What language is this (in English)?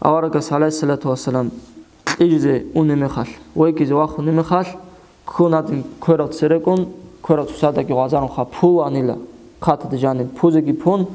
Avaric